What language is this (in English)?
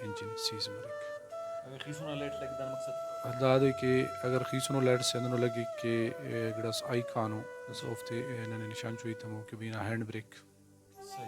Brahui